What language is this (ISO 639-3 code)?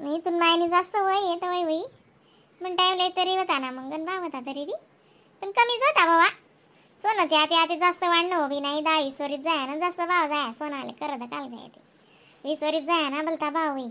khn